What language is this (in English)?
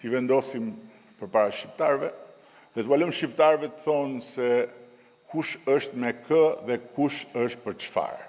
Albanian